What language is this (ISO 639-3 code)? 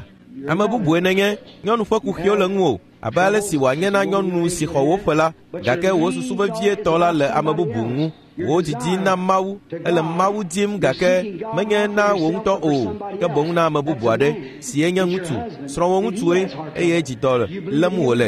ewe